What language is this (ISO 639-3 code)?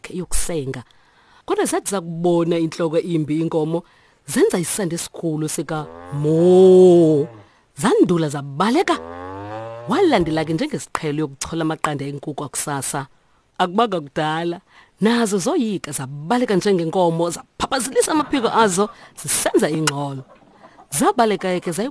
xho